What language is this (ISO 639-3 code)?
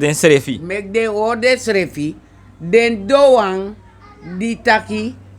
srn